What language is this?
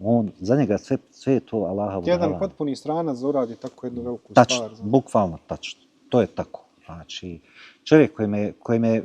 Bosnian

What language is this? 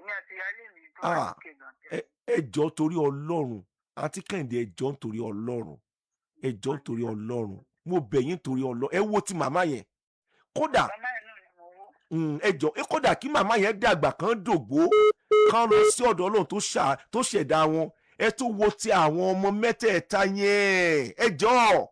Yoruba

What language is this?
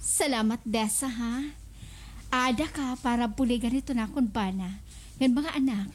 Waray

